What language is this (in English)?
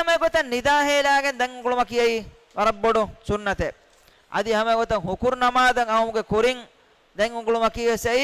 Divehi